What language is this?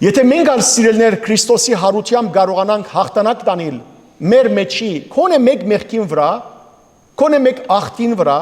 Western Armenian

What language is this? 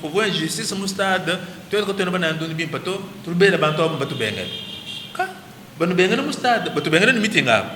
Luba-Lulua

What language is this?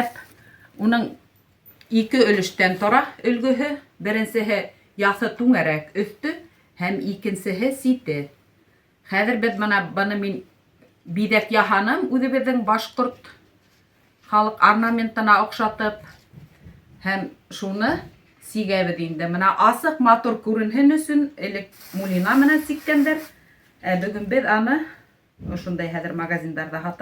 Bashkir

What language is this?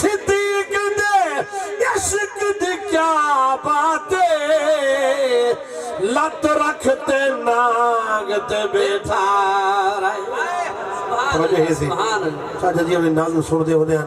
Saraiki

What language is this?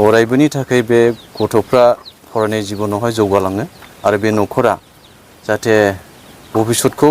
Bodo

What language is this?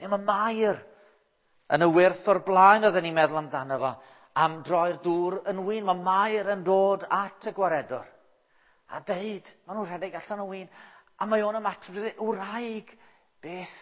Welsh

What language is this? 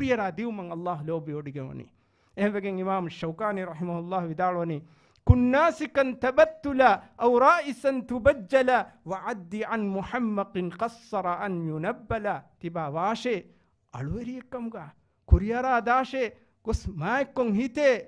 Divehi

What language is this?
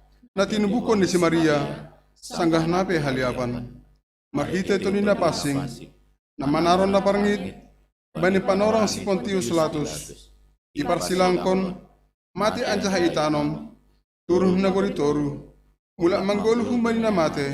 Batak Simalungun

